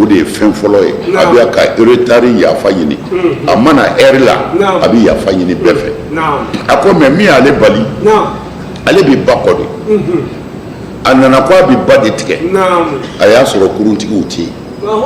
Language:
Bambara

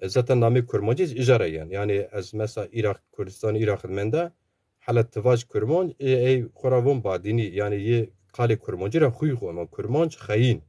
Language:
Zaza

